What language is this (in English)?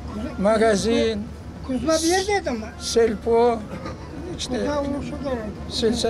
Crimean Tatar